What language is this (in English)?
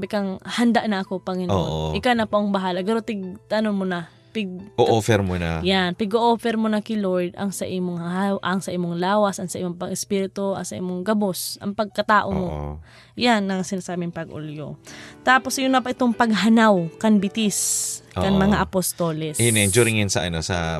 Bikol